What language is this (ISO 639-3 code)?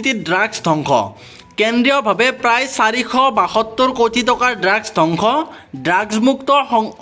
asm